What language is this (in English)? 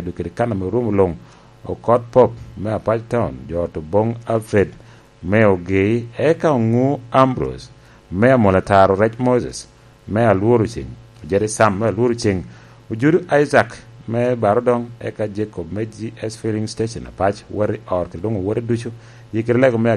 Lango (Uganda)